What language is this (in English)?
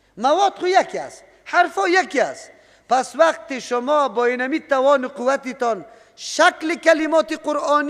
Persian